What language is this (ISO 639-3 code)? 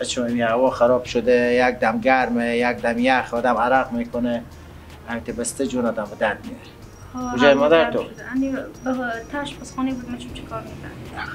fas